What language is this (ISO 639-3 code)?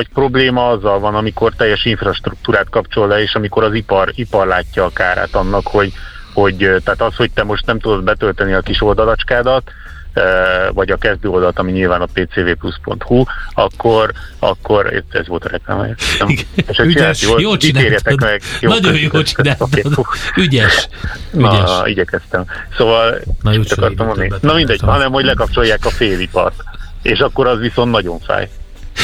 hun